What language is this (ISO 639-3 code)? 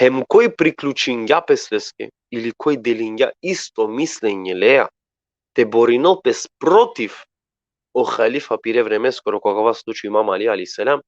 rmn